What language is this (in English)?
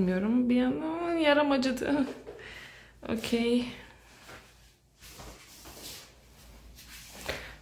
Turkish